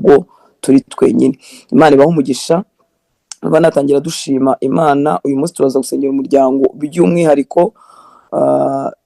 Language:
Kinyarwanda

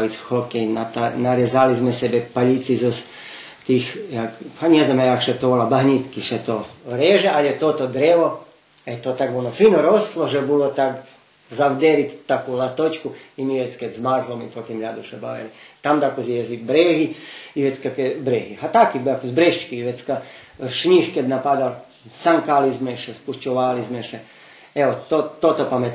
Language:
Rusyn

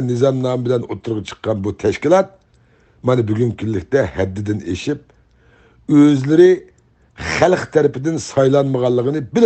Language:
Uyghur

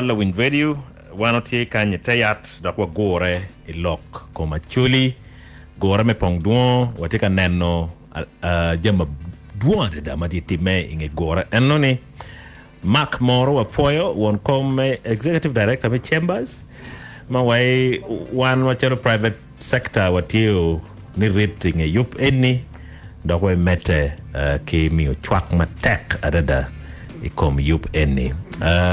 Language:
Acoli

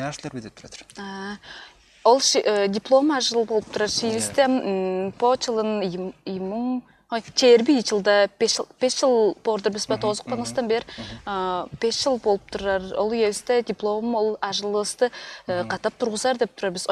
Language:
Tuvinian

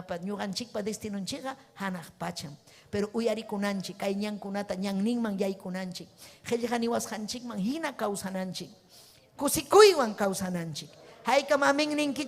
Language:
Ayacucho Quechua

